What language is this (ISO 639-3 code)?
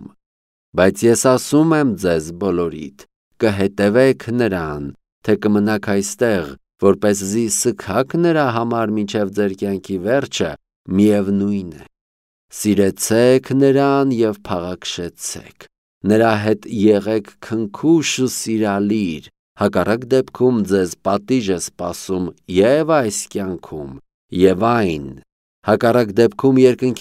hye